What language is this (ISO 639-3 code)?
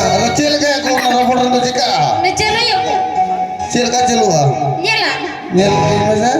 sat